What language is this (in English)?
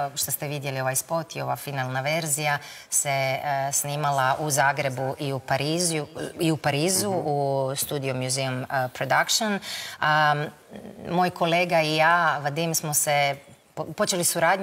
Croatian